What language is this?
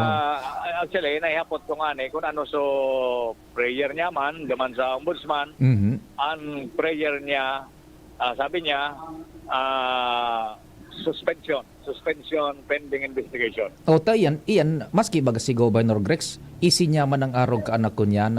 Bikol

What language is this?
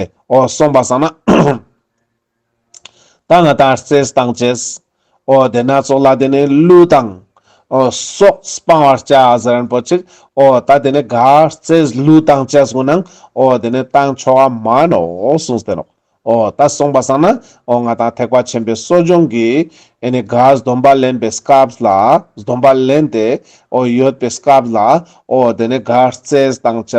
Ladakhi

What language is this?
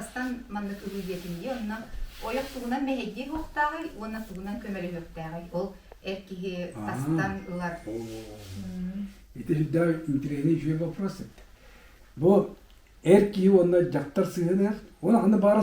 Yakut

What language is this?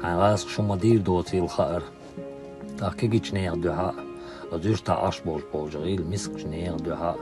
Chechen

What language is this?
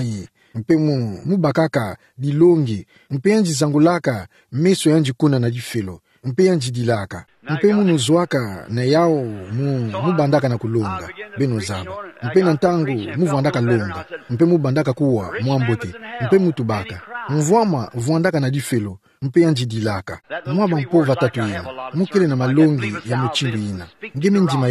Kituba (Democratic Republic of Congo)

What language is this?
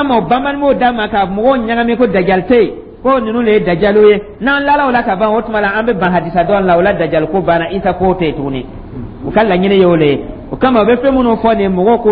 Dyula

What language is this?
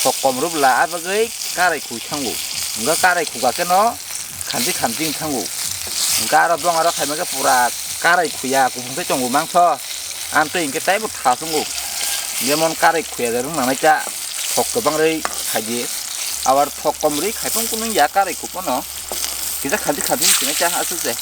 Kok Borok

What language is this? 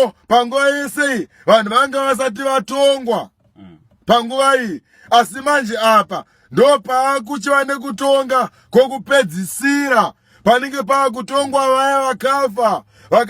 Shona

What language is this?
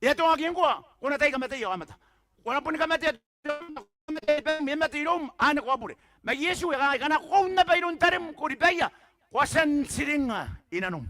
Gilbertese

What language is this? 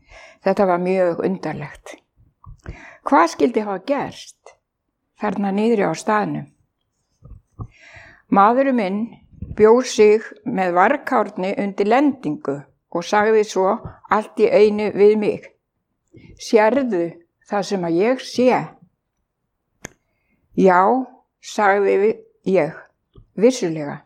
Icelandic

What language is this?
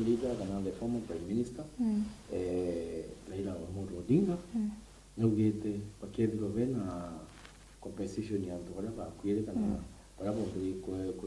Meru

